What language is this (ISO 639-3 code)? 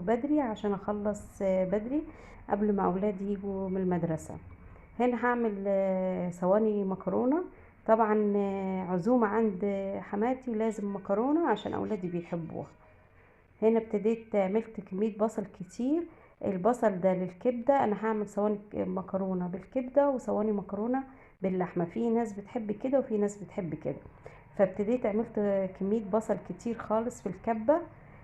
arz